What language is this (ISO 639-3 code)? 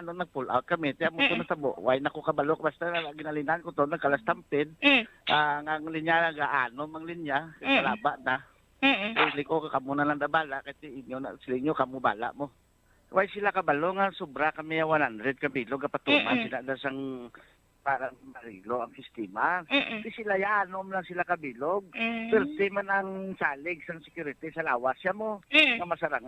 hil